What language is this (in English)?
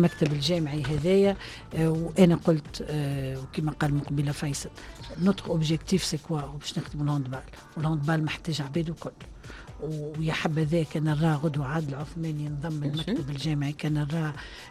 Tunisian Arabic